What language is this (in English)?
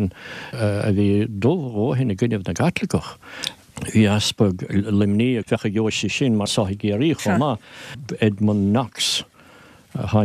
Irish